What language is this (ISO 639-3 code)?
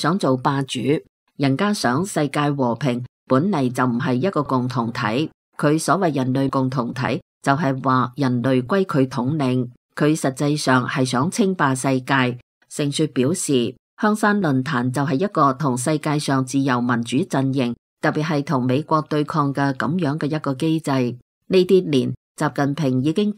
yue